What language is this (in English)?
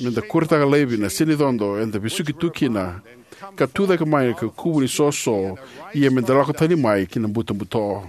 Fijian